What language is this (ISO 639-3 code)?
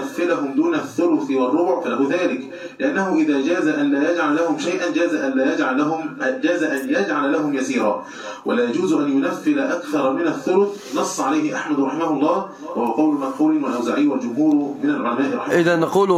ara